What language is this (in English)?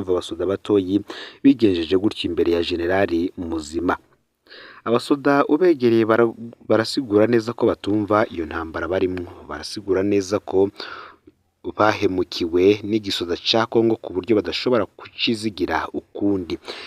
Rundi